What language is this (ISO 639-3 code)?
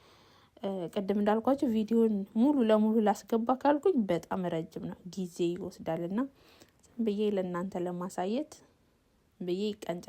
amh